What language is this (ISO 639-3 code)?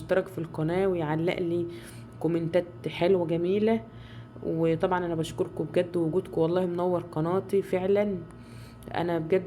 arz